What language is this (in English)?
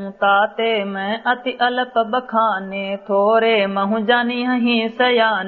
Awadhi